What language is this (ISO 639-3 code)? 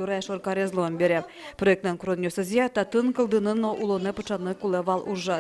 udm